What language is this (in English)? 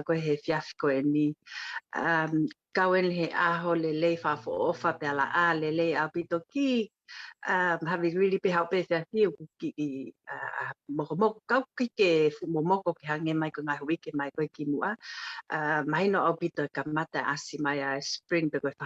Tongan